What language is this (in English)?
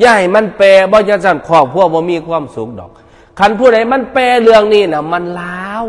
Northeastern Thai